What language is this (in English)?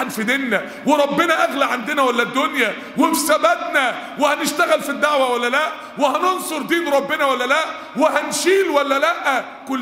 Egyptian Arabic